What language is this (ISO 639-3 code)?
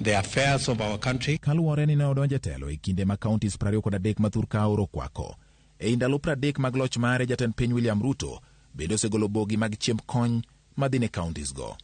luo